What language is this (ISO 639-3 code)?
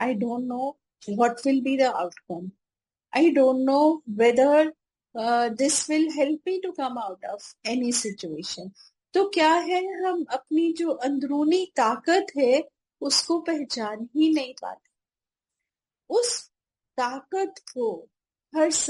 hin